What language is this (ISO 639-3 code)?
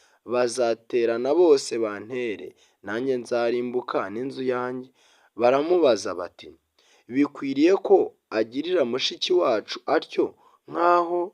kin